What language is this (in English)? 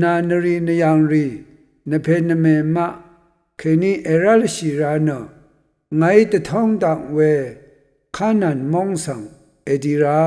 Rawang